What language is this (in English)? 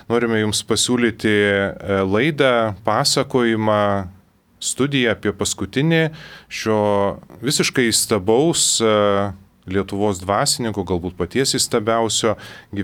Lithuanian